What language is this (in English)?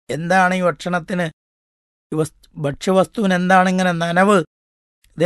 Malayalam